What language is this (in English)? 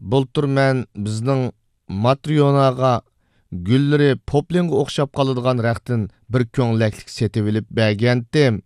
Uyghur